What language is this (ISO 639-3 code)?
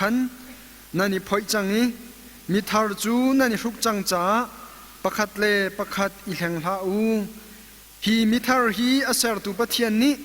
cnh